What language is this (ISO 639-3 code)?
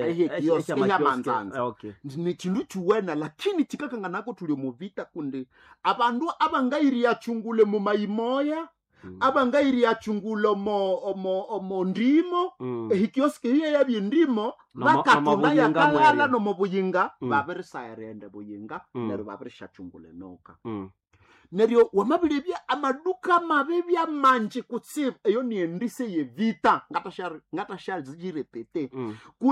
nnb